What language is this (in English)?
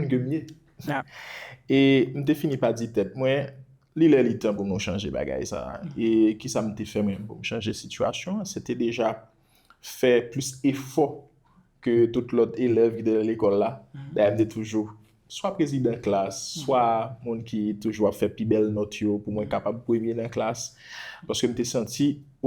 Haitian Creole